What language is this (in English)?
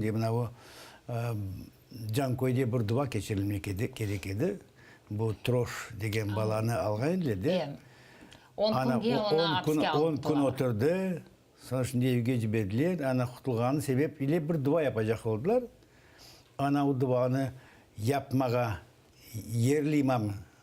Crimean Tatar